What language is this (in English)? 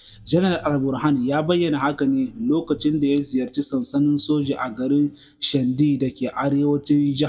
Hausa